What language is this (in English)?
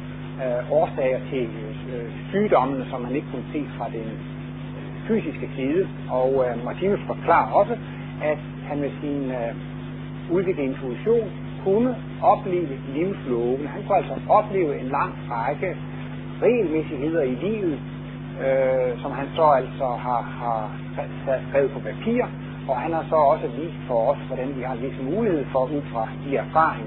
Danish